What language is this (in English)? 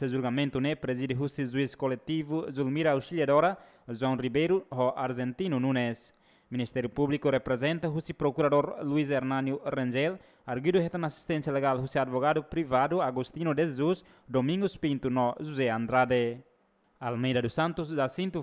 Tetum